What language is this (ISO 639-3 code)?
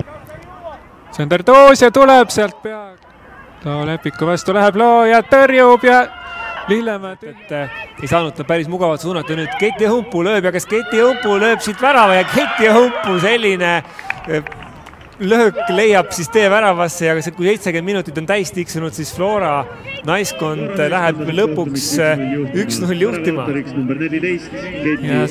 est